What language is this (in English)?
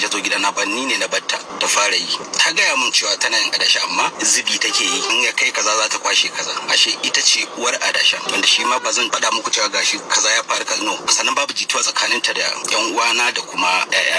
Hausa